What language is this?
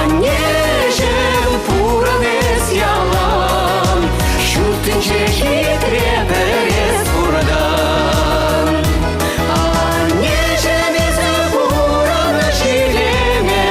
Chuvash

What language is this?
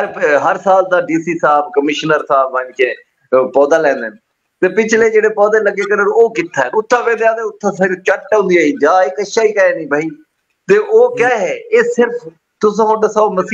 Saraiki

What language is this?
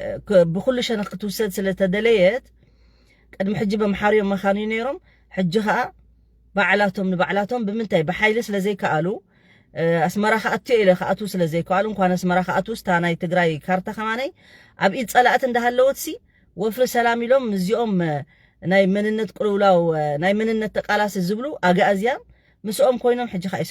Tigrinya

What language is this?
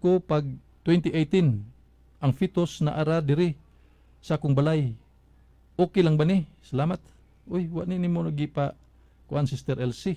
Cebuano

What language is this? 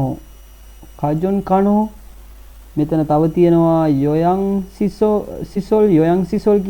Sinhala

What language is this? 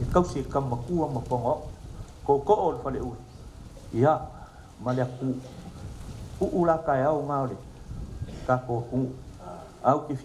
Samoan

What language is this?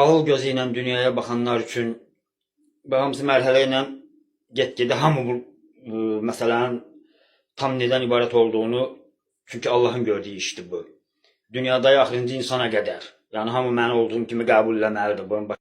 Azerbaijani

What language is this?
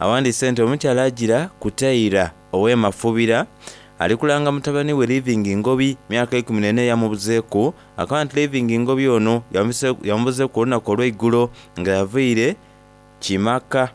Soga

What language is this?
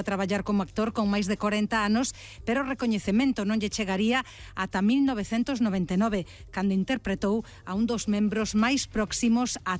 Galician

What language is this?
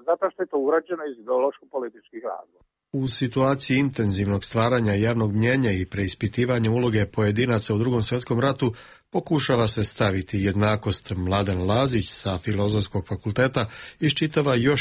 Serbian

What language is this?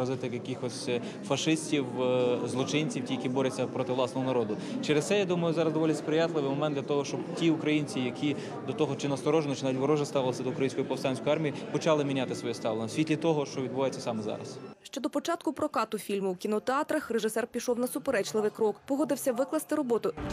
Ukrainian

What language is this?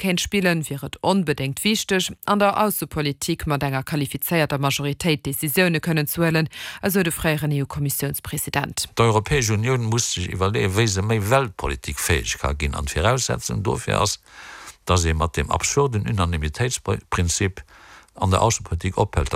Luxembourgish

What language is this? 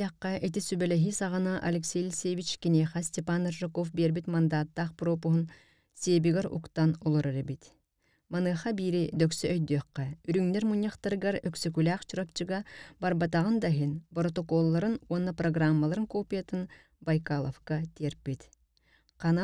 Yakut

